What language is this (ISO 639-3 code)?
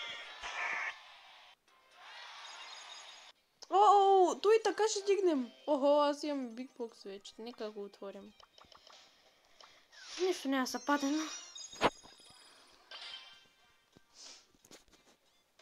bul